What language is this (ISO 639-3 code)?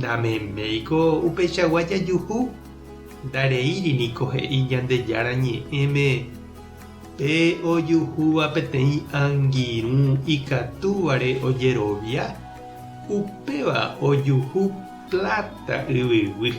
grn